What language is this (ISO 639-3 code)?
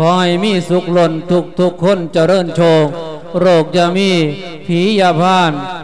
lao